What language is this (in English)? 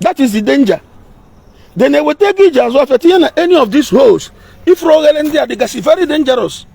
Igbo